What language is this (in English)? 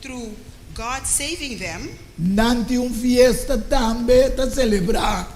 Papiamento